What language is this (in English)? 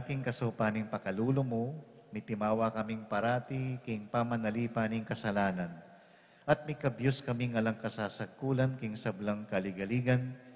Pampanga